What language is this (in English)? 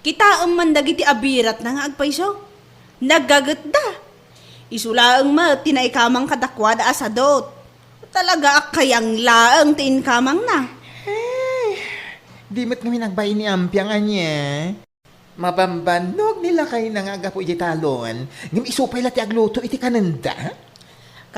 Iloko